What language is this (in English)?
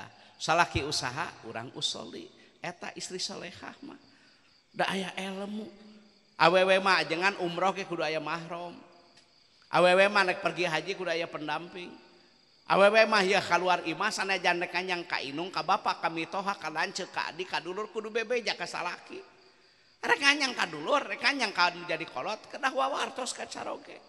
Sundanese